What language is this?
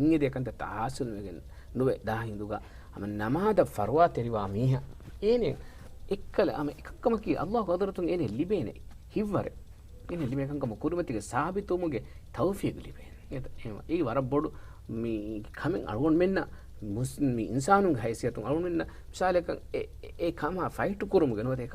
Divehi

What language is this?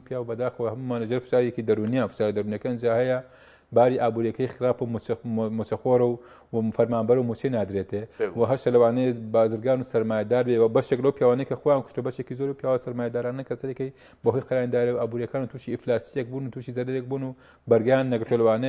Central Kurdish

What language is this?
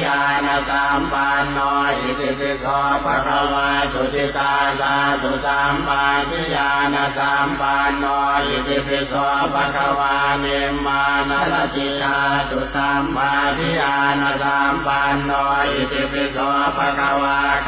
Pali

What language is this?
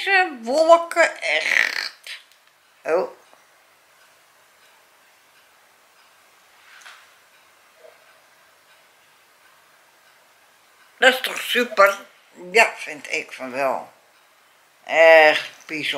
Dutch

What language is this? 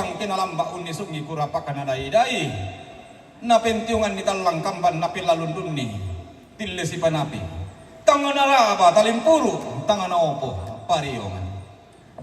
Toraja-Sa'dan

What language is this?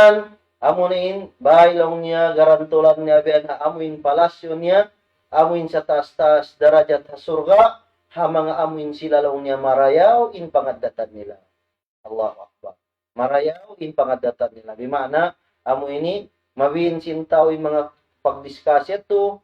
Tausug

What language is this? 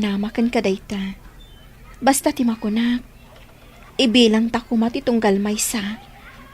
Iloko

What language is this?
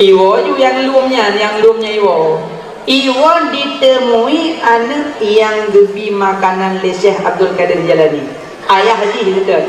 Achinese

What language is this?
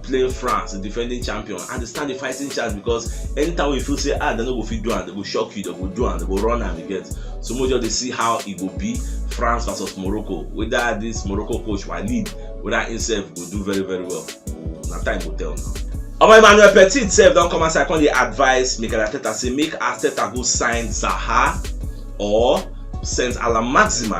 Nigerian Pidgin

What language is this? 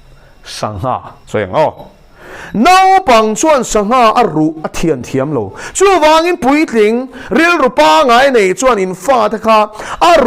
Mizo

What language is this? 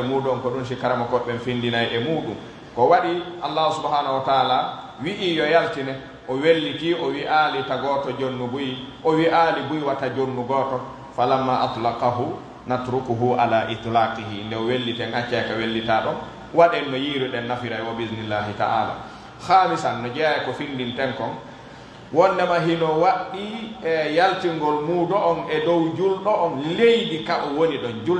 Pular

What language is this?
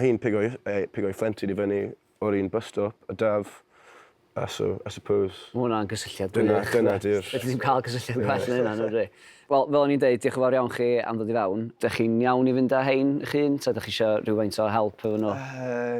Welsh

